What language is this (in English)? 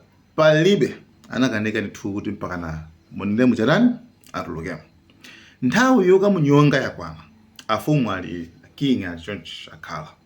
Nyanja